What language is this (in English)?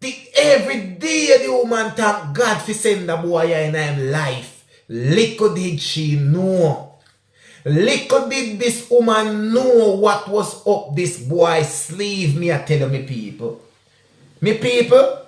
Jamaican Creole English